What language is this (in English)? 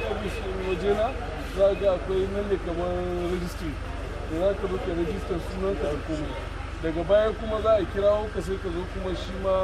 Hausa